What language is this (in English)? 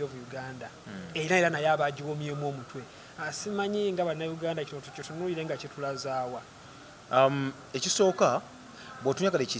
Ganda